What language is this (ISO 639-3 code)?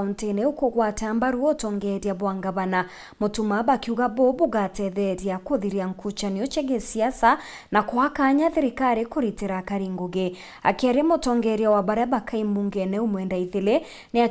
mer